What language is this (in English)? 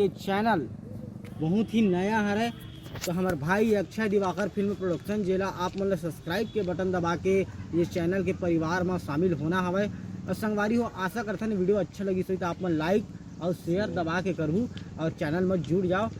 Chhattisgarhi